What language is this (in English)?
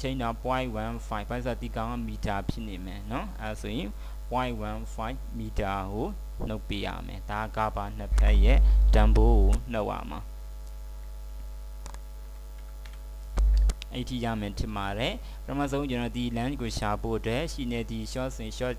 Burmese